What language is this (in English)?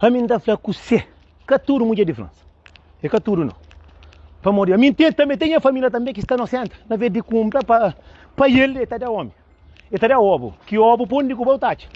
Kabuverdianu